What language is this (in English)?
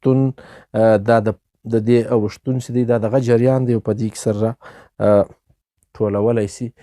Pashto